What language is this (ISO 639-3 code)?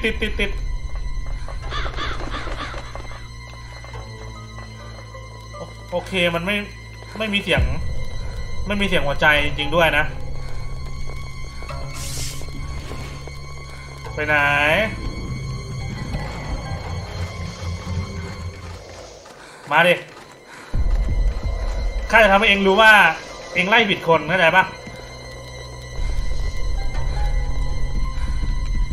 tha